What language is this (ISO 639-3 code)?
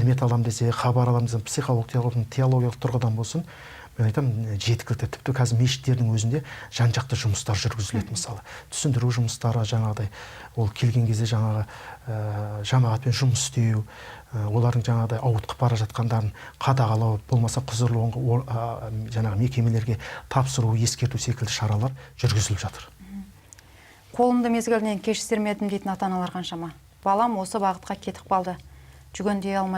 kaz